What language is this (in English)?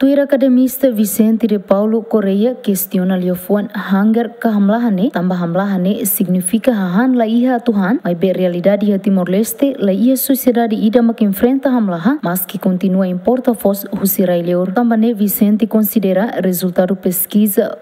Tetum